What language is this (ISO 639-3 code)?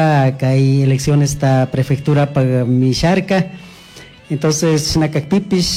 qug